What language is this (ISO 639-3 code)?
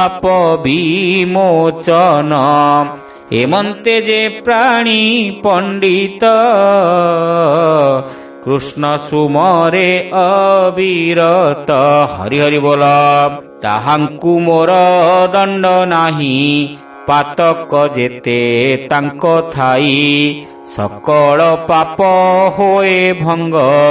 ori